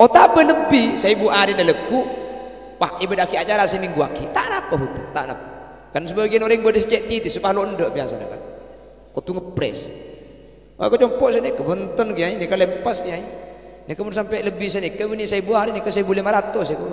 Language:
Madurese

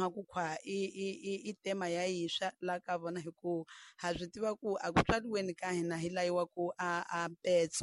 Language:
Tsonga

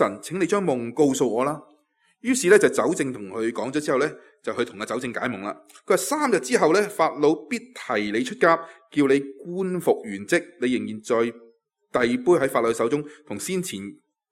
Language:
Cantonese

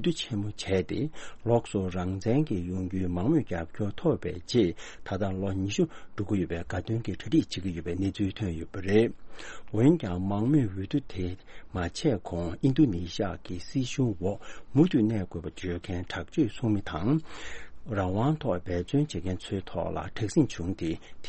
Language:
Tibetan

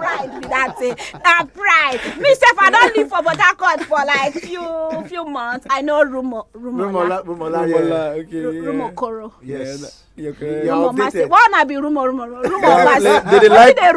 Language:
Nigerian Pidgin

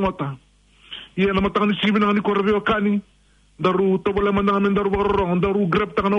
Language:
Fijian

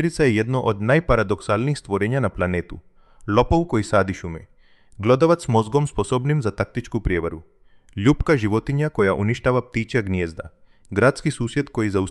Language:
Croatian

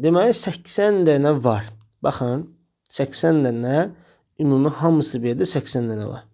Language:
Azerbaijani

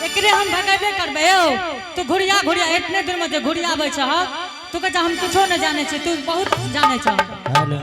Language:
Angika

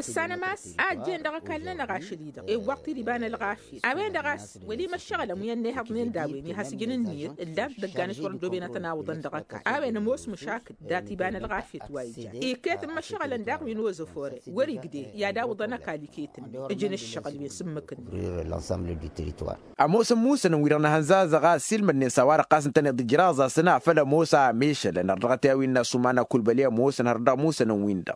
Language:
Tamasheq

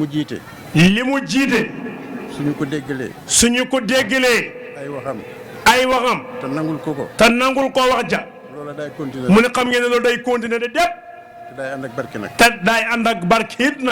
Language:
Wolof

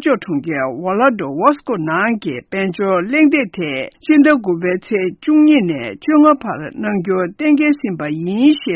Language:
Tibetan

